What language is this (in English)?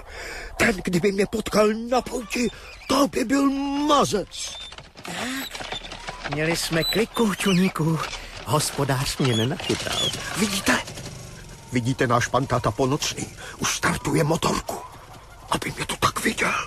Czech